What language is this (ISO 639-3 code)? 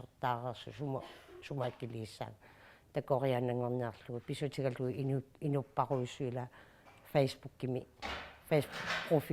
kal